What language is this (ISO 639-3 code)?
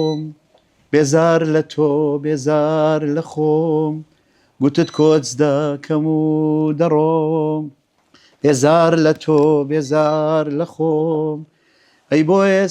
ckb